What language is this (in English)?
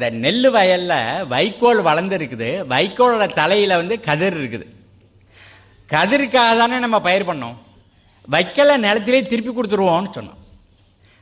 Tamil